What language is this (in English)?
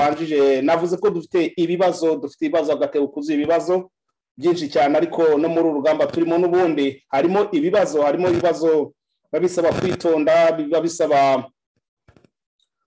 Kinyarwanda